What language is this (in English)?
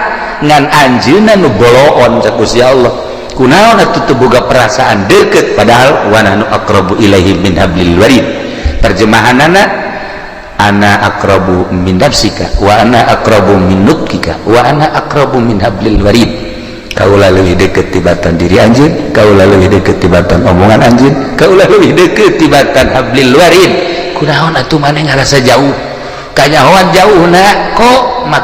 Sundanese